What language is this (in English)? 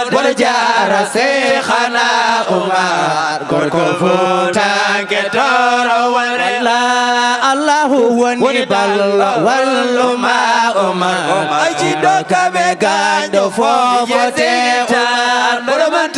Fula